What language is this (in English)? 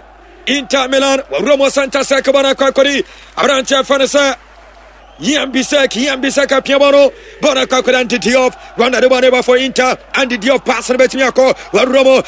Akan